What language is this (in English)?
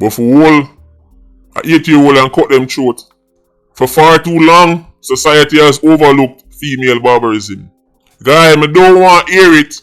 Jamaican Creole English